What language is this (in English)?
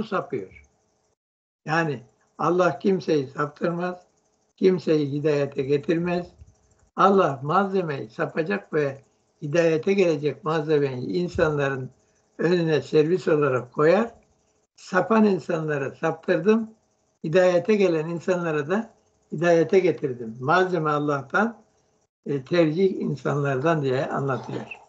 Turkish